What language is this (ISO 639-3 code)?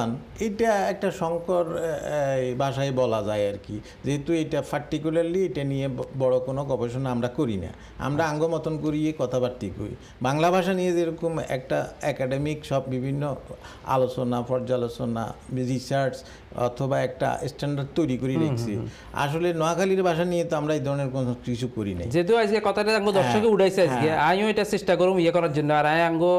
ben